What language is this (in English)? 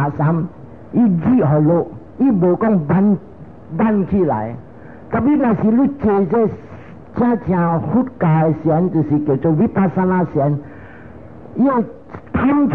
Min Nan Chinese